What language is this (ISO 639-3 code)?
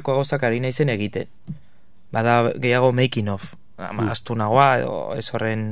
eus